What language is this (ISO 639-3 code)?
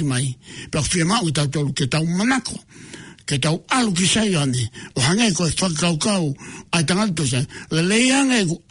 ton